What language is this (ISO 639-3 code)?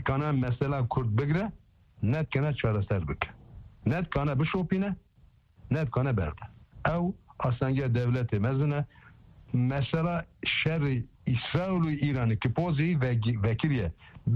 kur